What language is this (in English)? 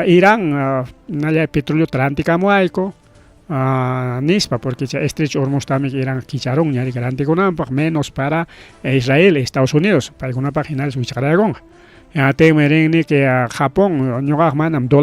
Ayacucho Quechua